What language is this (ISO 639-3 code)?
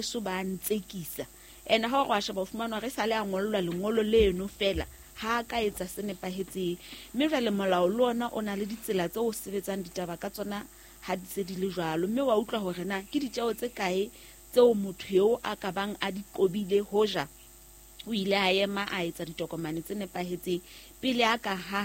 sot